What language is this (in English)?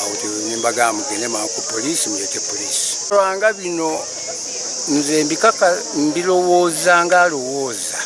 Ganda